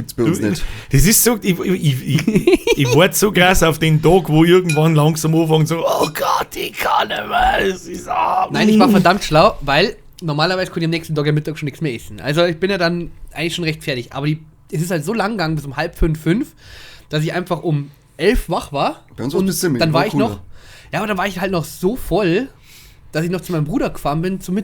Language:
Bavarian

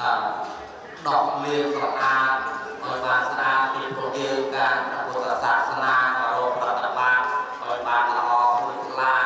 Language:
Khmer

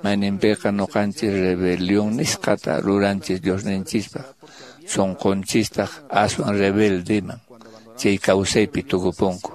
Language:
Quechua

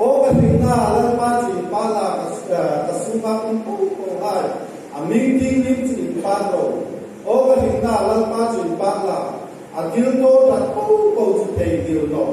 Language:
Hmar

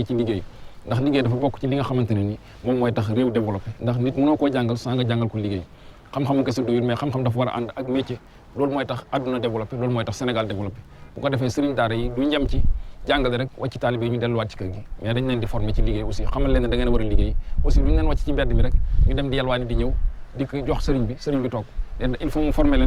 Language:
Wolof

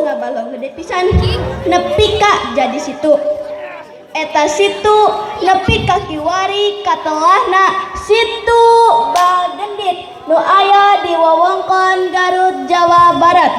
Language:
Sundanese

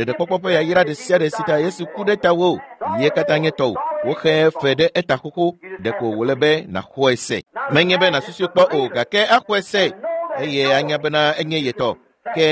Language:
Ewe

